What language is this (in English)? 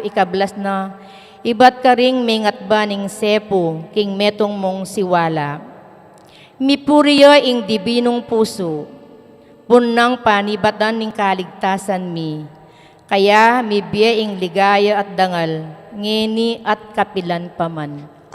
Pampanga